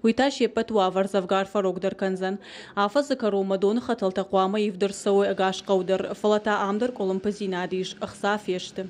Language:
Ossetic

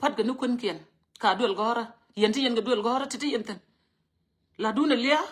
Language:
Nuer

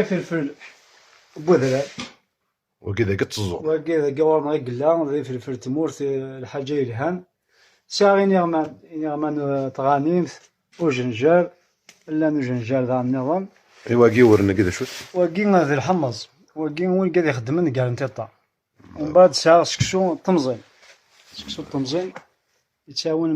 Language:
Kabyle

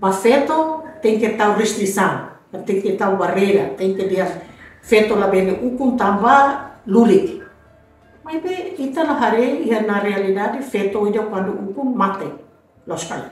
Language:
Tetum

